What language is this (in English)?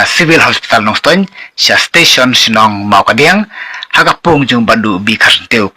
Khasi